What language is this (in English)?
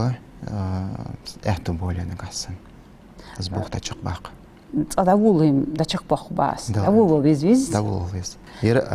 Ingush